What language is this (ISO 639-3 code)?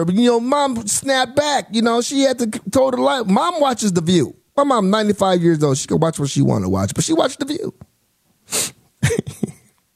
eng